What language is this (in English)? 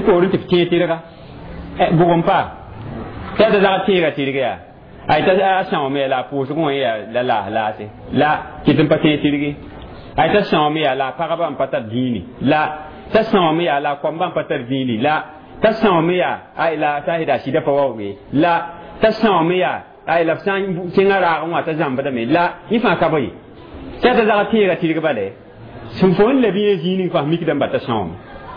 Mossi